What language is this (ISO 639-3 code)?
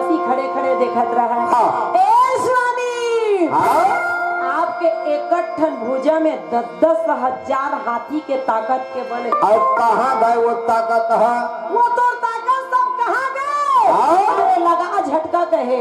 hne